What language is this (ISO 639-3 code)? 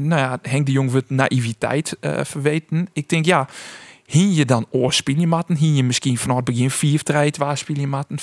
fry